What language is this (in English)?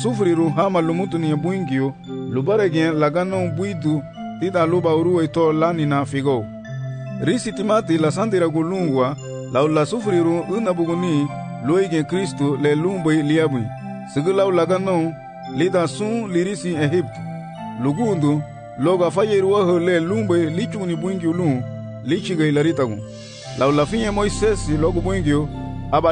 Garifuna